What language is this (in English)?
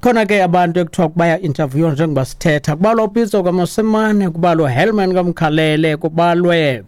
Xhosa